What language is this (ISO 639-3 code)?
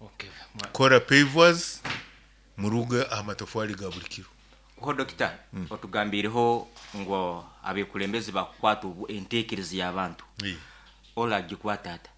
nyo